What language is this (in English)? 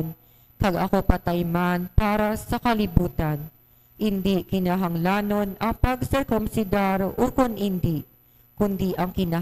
Hiligaynon